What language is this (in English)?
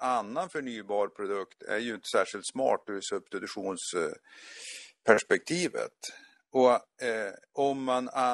Swedish